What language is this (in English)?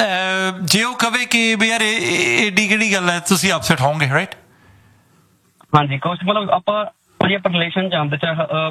Punjabi